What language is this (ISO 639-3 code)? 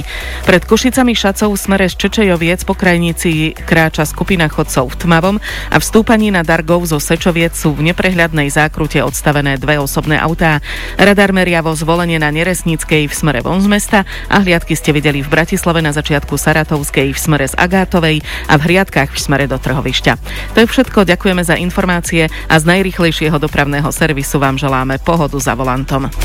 slk